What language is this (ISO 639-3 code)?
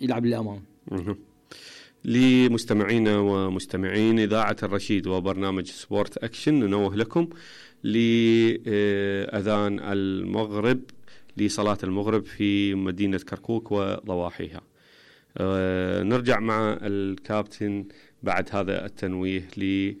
acm